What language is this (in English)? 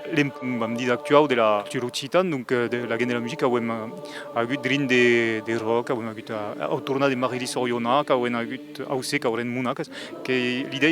Occitan